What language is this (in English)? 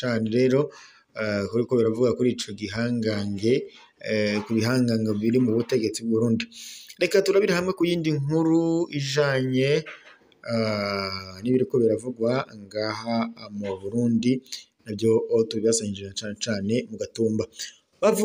Rundi